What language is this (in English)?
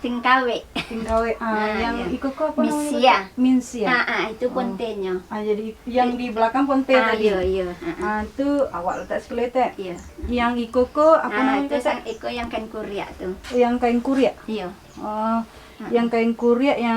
Minangkabau